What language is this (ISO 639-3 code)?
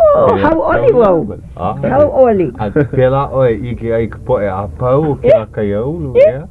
haw